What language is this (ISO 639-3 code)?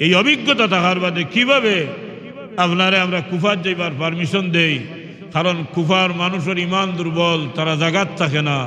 syl